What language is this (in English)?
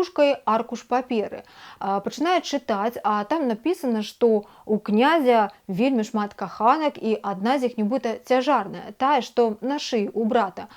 Belarusian